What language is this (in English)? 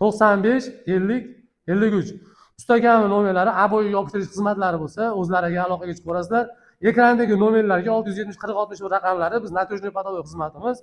Uzbek